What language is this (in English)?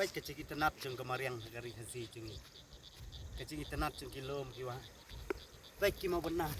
Khasi